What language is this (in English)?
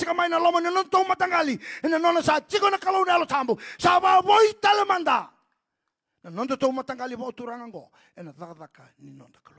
Fijian